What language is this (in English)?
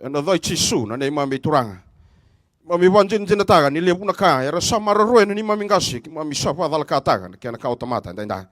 Fijian